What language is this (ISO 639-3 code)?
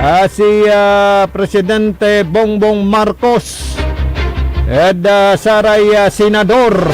pag